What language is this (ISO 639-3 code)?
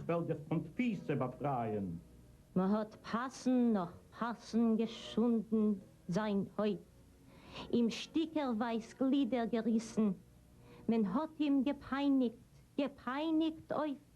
yid